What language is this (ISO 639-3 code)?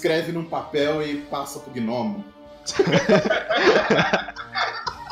por